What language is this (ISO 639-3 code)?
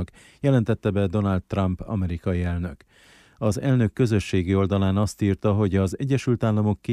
hun